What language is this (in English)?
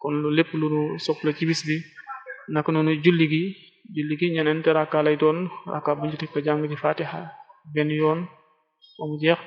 Wolof